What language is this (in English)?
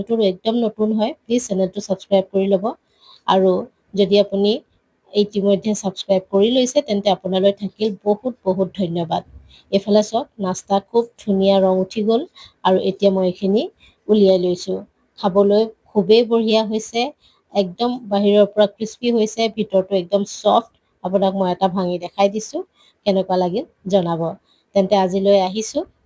Assamese